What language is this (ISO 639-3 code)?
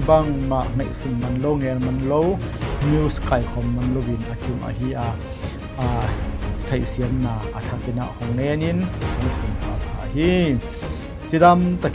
ctd